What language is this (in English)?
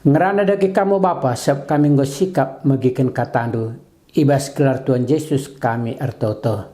Batak Karo